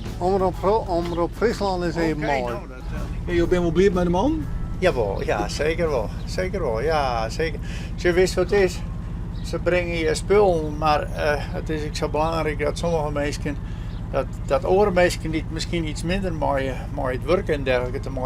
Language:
Western Frisian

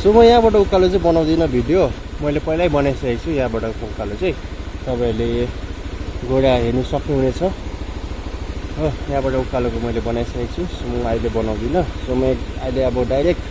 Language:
Nepali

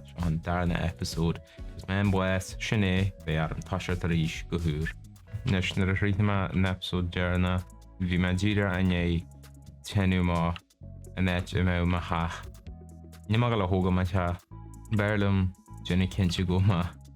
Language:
Irish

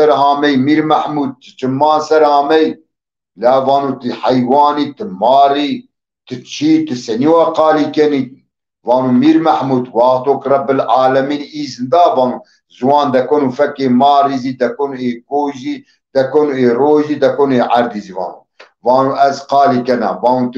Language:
Zaza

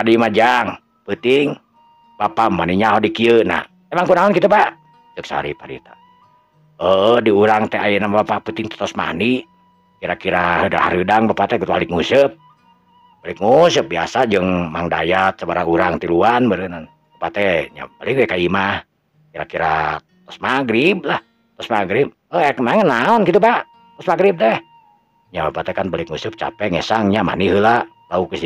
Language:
Sundanese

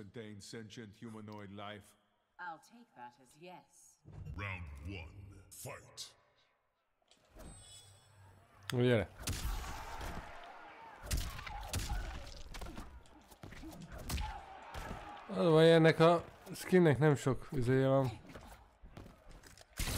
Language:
Hungarian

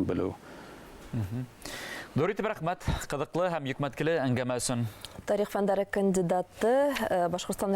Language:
Bashkir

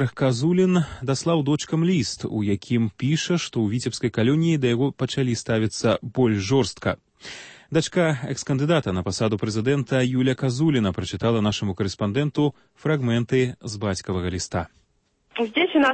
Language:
Belarusian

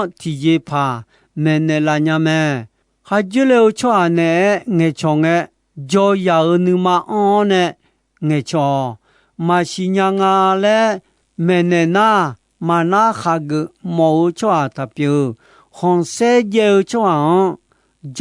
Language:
Akha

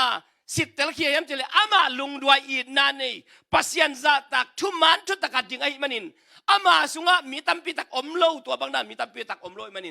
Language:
Tedim Chin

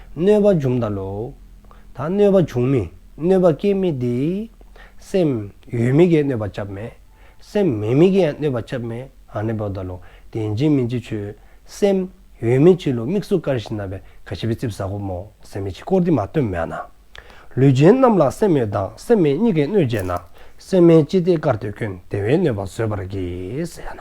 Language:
Dzongkha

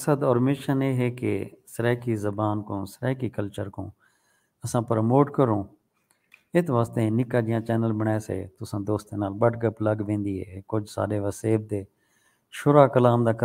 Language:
Saraiki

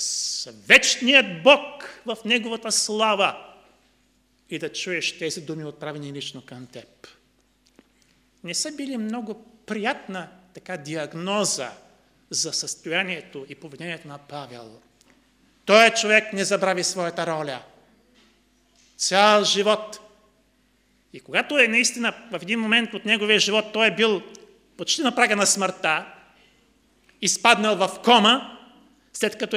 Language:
Bulgarian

